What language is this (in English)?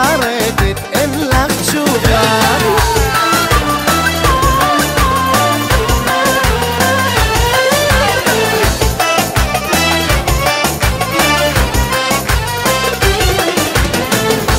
Hebrew